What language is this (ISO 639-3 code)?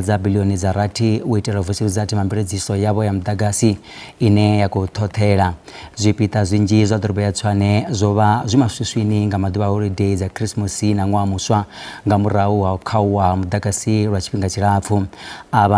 ven